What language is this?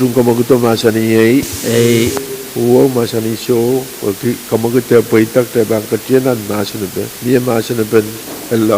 Pohnpeian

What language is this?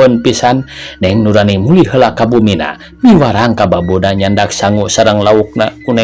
Sundanese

